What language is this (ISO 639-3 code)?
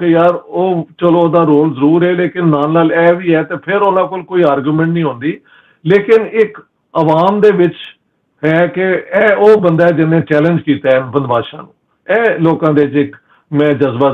pan